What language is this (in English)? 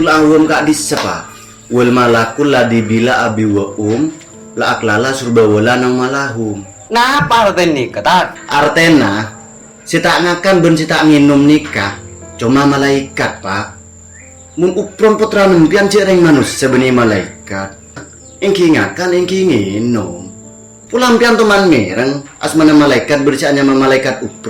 Madurese